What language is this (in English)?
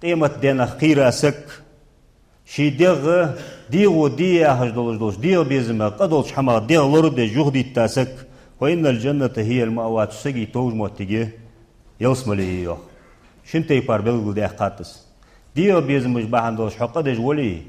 Ingush